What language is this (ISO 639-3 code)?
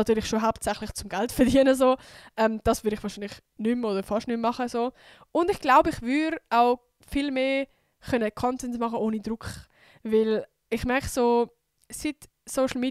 gsw